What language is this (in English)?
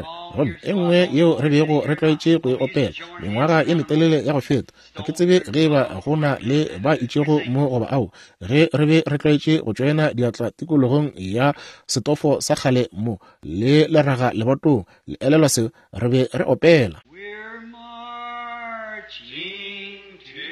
Northern Sotho